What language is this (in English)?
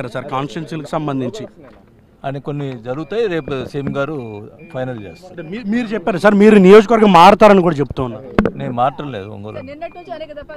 Telugu